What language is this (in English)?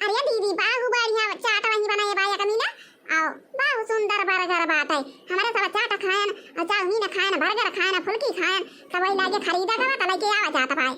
Awadhi